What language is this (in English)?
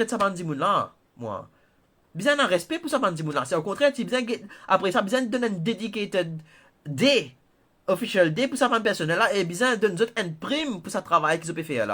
Morisyen